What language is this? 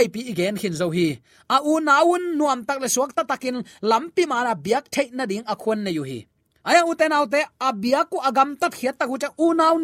Tedim Chin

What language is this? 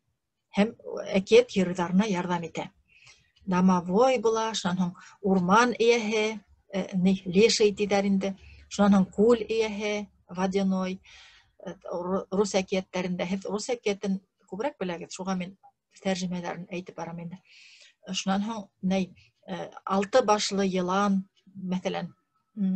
Bashkir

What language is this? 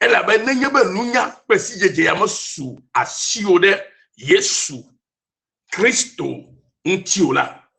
Ewe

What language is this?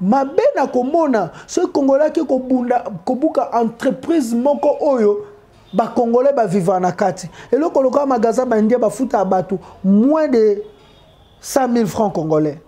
Lingala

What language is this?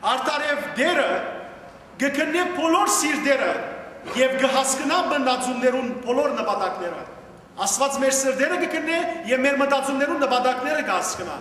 Western Armenian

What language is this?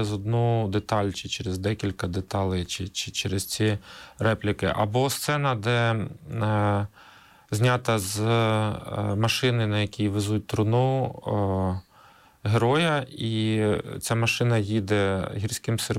Ukrainian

